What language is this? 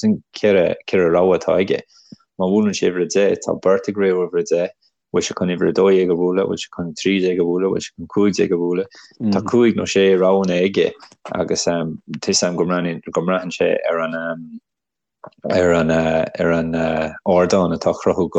Irish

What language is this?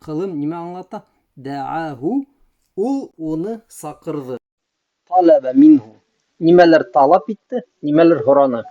Bashkir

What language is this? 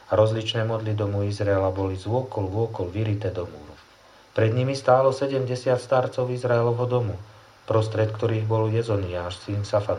Slovak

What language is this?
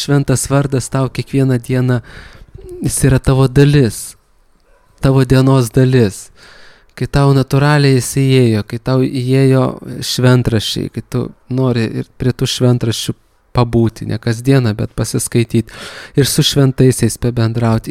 Lithuanian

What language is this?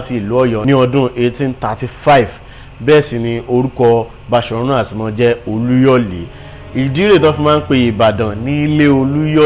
Yoruba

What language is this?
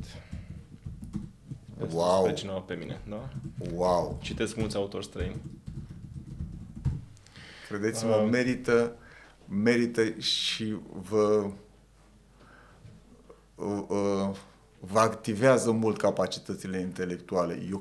Romanian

